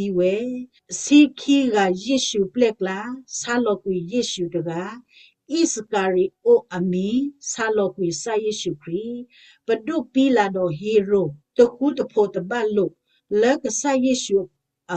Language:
S'gaw Karen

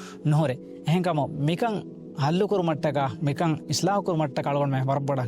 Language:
Divehi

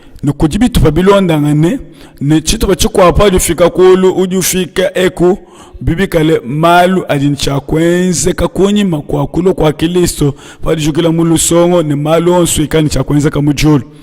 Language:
Luba-Lulua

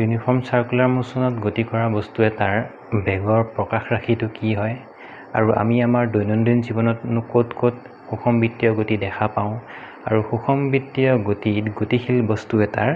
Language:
Assamese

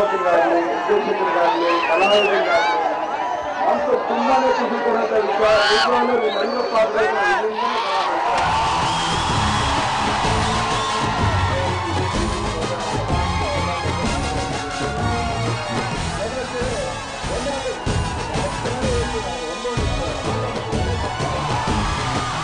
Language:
Kannada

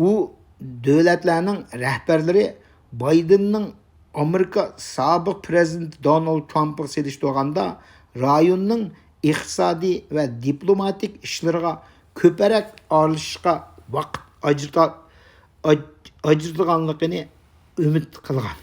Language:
Uyghur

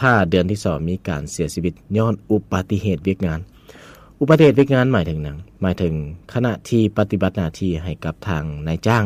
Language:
Lao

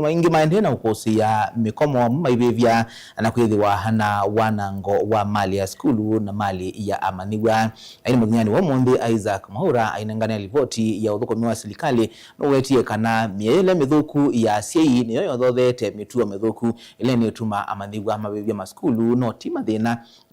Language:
Kamba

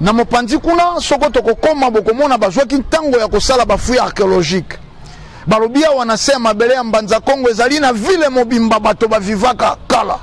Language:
Lingala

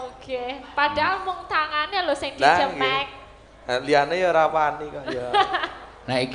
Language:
Javanese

